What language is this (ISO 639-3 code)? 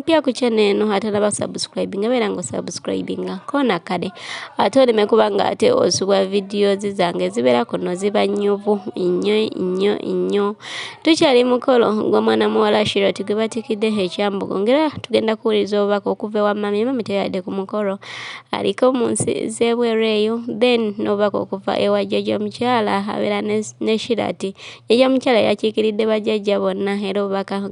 lug